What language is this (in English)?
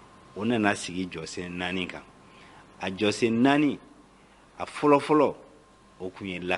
Bambara